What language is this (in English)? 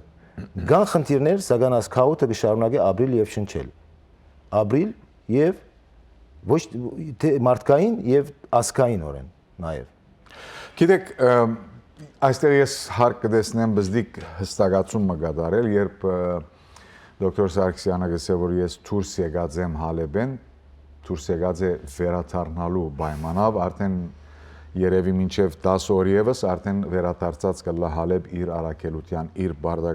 Western Armenian